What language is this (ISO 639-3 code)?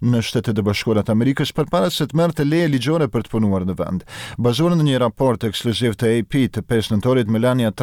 sqi